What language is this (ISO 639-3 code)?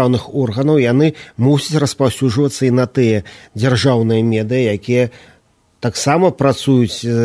bel